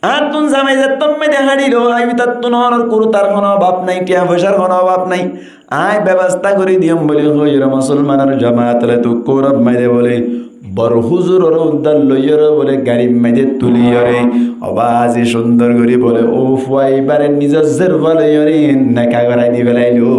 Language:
Rohingya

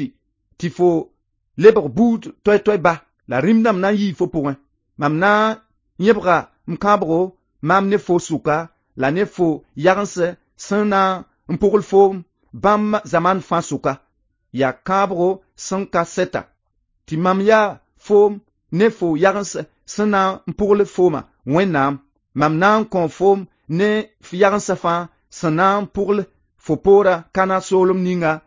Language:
Mossi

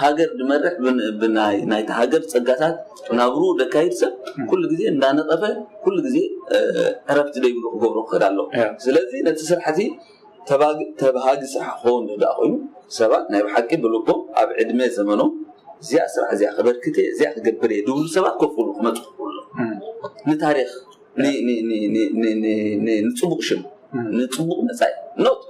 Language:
Tigrinya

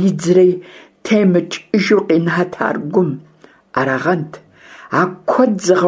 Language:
Kabardian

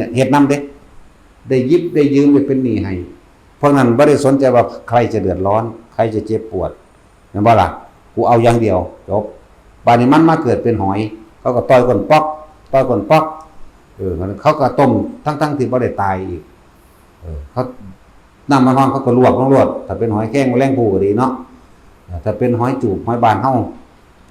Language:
Northeastern Thai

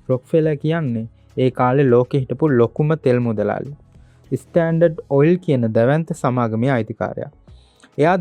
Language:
Sinhala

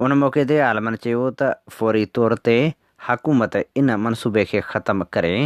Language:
Sindhi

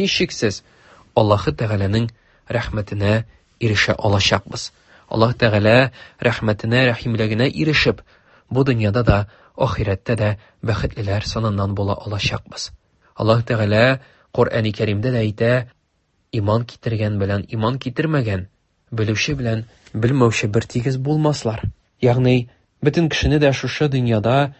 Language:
Tatar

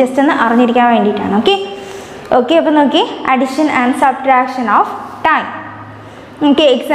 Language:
Malayalam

